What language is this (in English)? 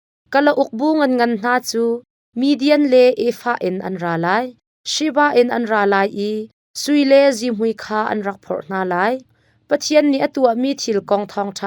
Hakha Chin